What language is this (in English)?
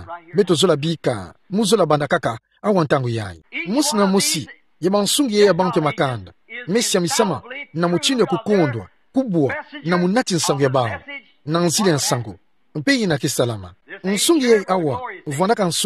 Kituba (Democratic Republic of Congo)